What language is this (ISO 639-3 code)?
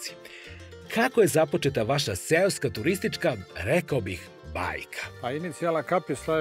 srp